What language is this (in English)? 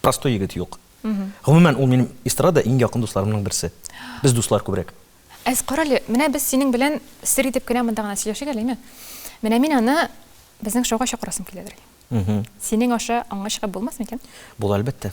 Tatar